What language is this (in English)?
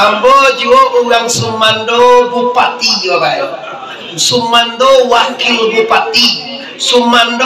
Minangkabau